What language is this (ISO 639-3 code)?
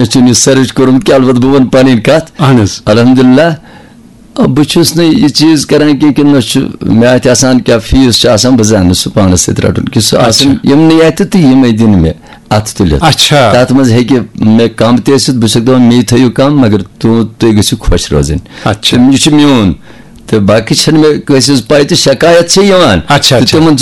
kas